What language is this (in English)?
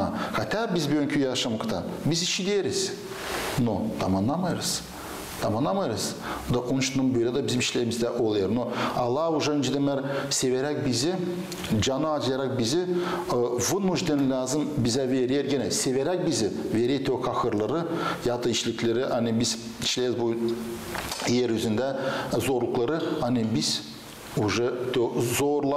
Gagauz